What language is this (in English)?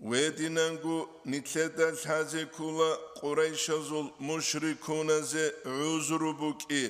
Avaric